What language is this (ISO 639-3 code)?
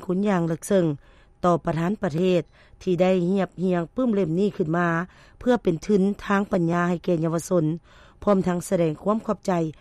lao